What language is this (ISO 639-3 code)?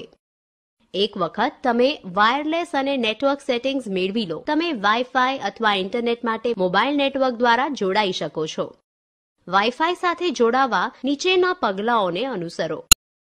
guj